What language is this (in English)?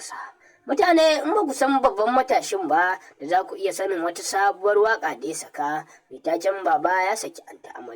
Hausa